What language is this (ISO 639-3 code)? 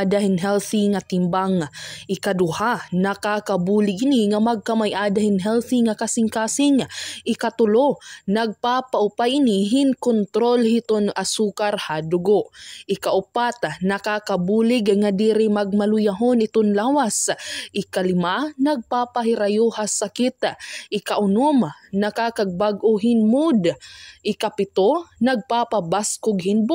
war